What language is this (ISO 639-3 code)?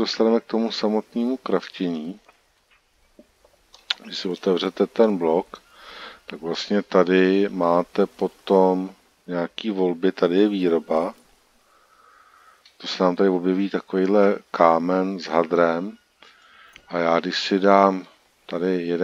ces